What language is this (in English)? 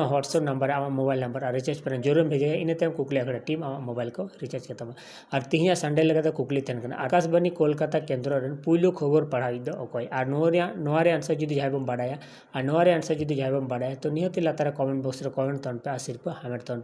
Santali